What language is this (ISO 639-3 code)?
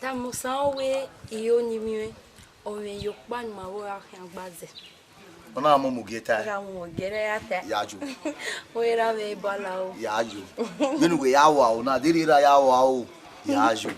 bin